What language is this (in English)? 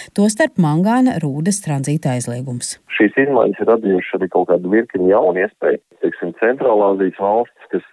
Latvian